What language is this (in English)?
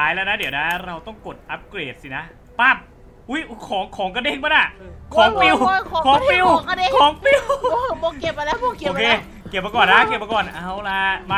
Thai